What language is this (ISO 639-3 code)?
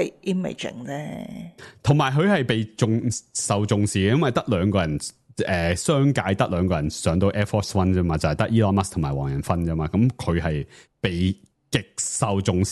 yue